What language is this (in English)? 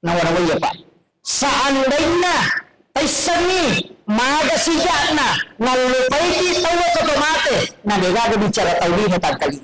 Buginese